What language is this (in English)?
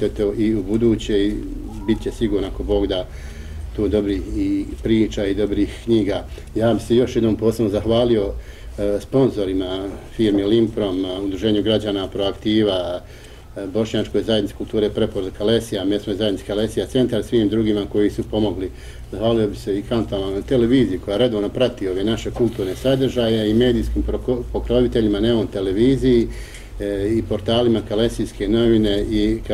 Bosnian